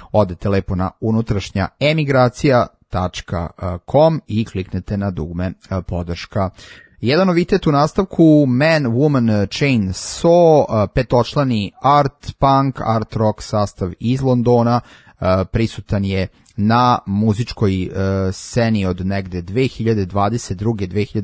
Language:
Serbian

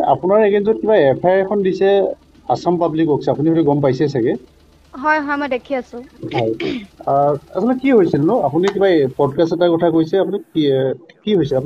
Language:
Assamese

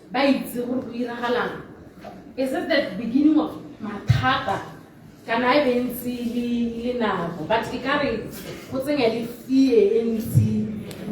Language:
Tswana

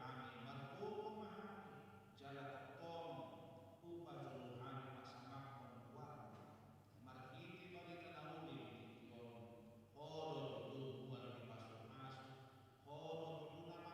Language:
Batak Toba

